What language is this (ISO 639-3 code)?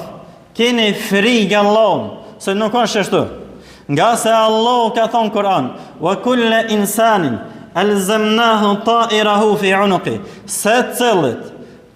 sqi